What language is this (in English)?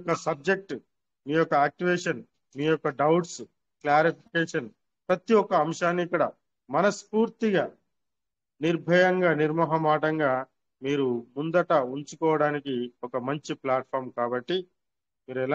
Telugu